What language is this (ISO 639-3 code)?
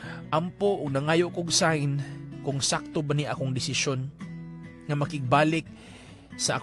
ceb